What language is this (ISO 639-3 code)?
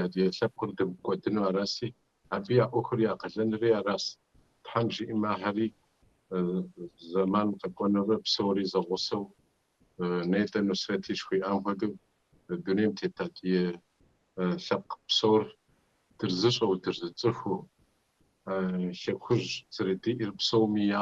kbd